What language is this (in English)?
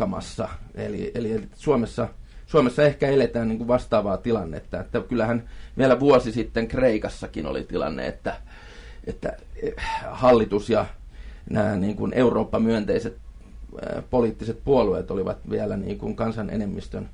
Finnish